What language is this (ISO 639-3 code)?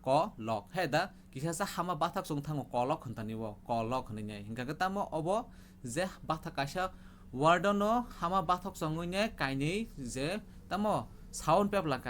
trp